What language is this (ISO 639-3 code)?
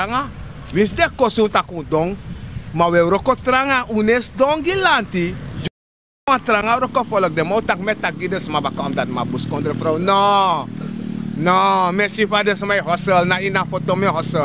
srn